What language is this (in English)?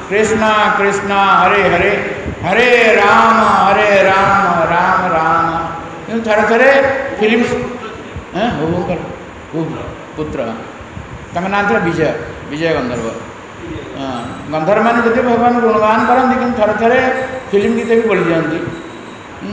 Odia